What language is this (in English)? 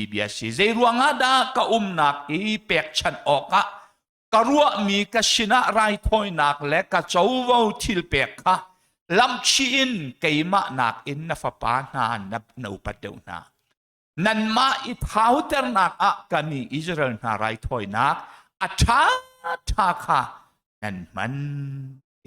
Hakha Chin